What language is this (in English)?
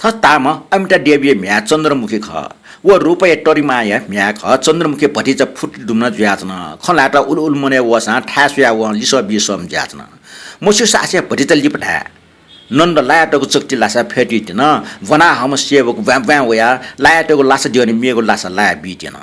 Newari